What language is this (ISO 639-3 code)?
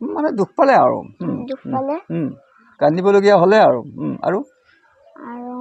asm